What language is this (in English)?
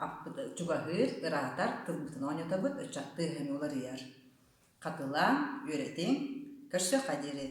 Yakut